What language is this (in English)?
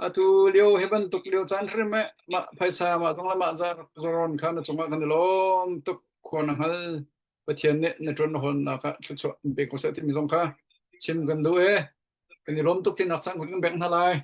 Hakha Chin